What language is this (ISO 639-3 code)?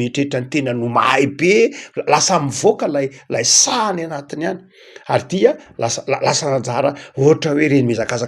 mlg